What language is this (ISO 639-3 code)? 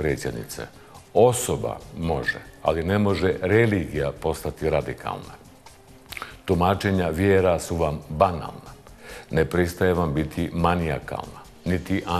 hrv